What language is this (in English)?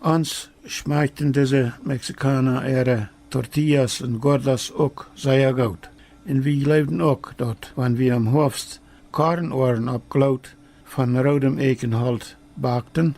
Plautdietsch